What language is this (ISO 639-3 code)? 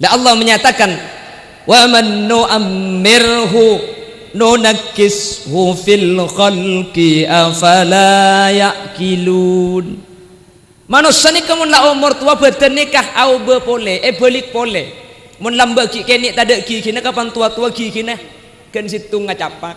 mad